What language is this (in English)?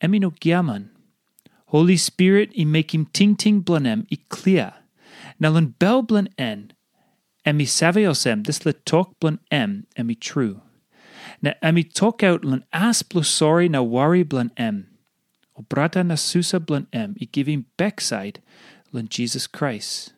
Tok Pisin